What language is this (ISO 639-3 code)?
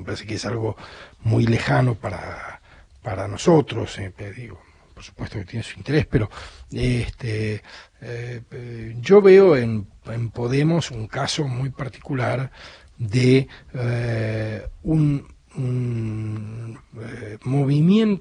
spa